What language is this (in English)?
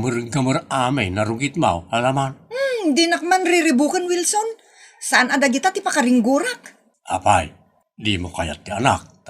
Iloko